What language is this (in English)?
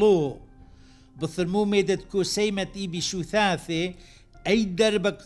Turoyo